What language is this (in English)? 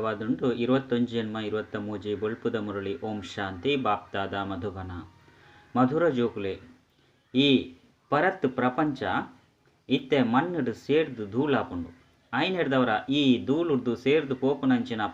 Tulu